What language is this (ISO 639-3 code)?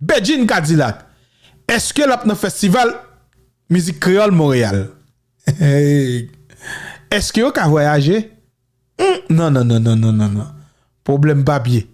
hat